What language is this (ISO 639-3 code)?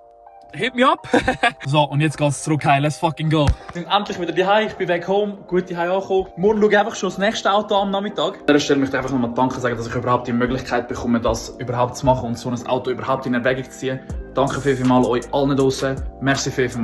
gsw